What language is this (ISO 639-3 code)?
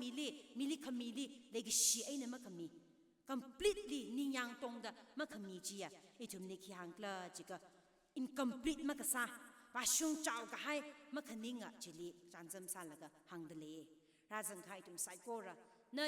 nmf